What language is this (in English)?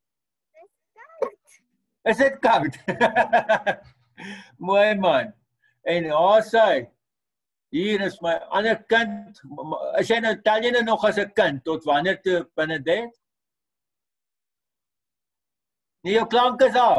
Afrikaans